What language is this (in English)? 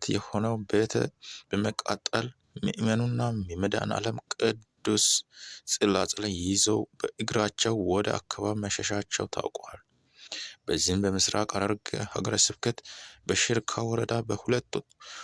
Amharic